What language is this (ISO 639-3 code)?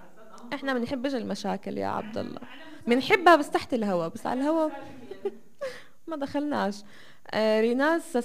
apc